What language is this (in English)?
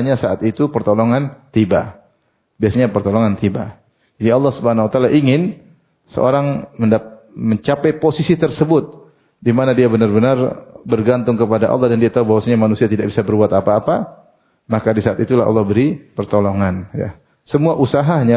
Indonesian